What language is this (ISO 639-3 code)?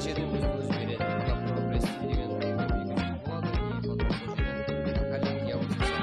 kaa